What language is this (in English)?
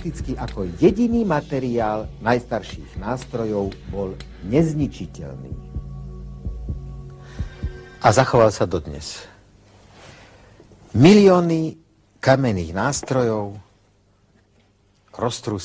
Slovak